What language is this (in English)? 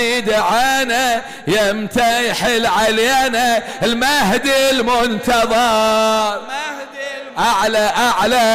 Mesopotamian Arabic